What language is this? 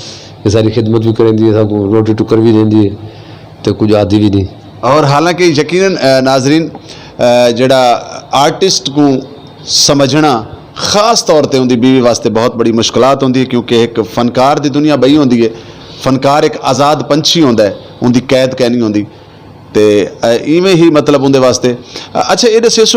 Saraiki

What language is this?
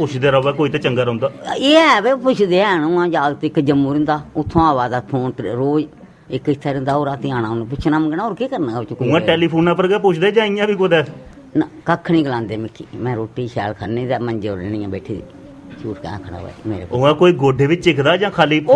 Dogri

